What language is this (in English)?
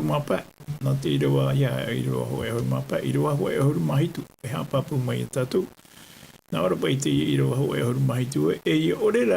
Tahitian